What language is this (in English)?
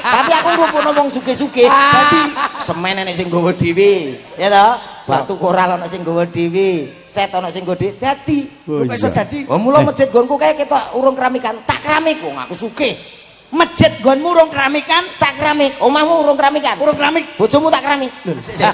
Javanese